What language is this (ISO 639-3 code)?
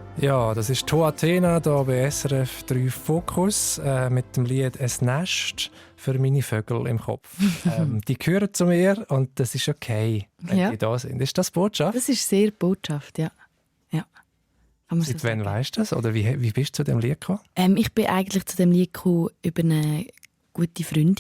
gsw